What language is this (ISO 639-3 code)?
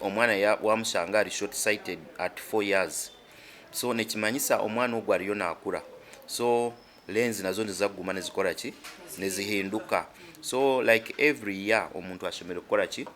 nyn